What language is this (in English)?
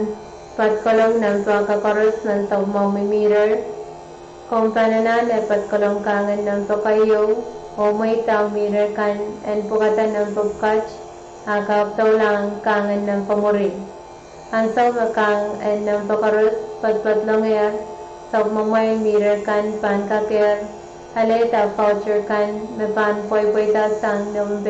Pohnpeian